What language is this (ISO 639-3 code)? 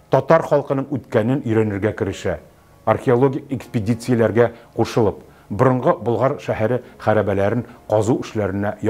tat